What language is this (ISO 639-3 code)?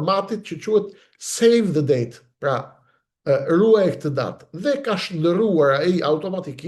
sqi